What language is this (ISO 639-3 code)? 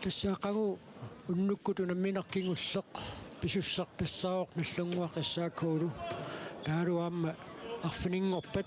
kal